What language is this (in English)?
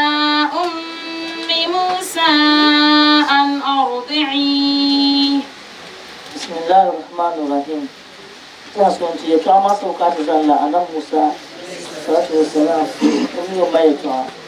Dagbani